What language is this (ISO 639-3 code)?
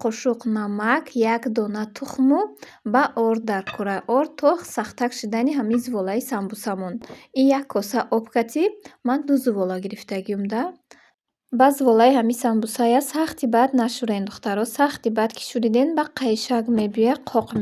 tgk